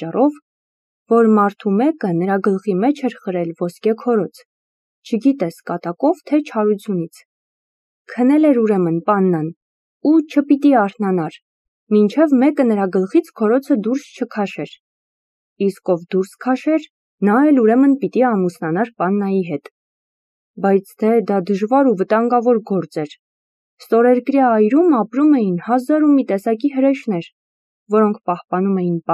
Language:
Armenian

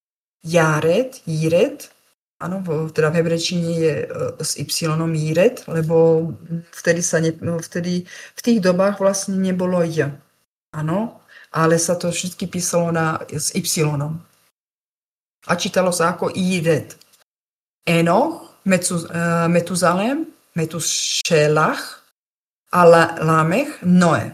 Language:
Slovak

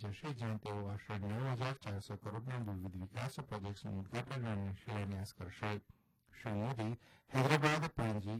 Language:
Gujarati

